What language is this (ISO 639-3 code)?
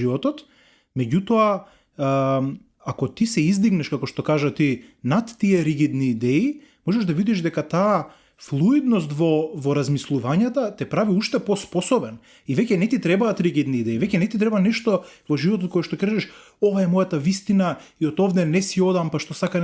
mkd